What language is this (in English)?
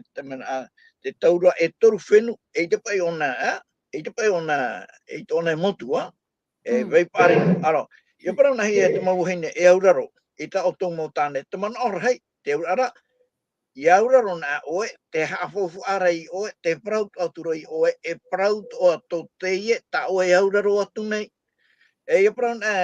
Tahitian